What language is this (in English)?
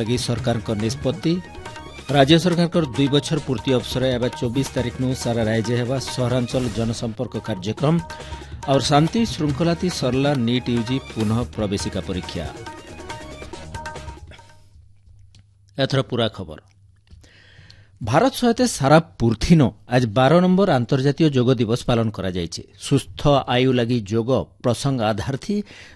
Odia